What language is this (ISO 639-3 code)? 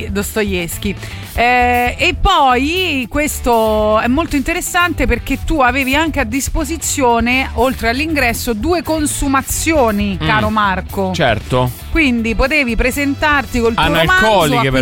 ita